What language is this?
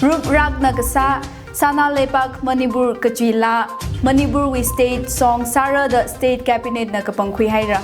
Tangkhul Naga (India)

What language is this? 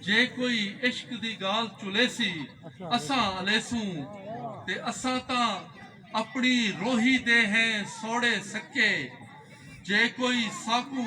Saraiki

